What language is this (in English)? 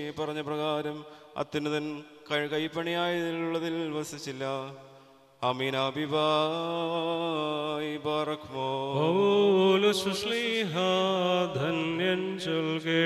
Malayalam